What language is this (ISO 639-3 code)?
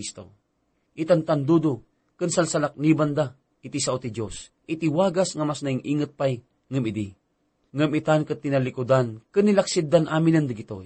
ilo